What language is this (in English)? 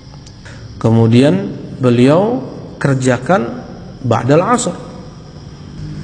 Indonesian